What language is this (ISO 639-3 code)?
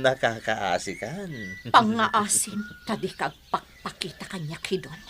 ilo